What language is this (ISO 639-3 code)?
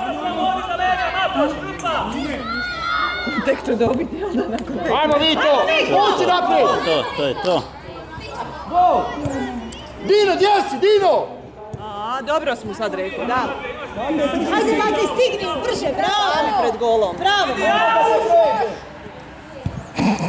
hrv